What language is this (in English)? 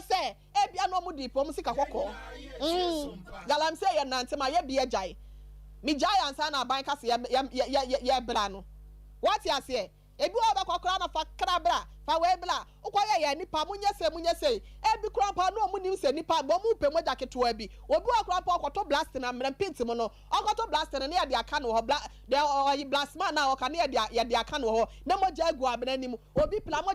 Akan